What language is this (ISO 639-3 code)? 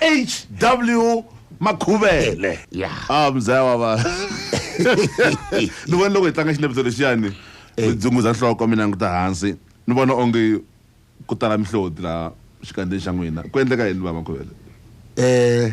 tso